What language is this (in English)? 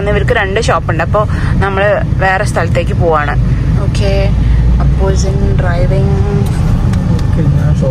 Malayalam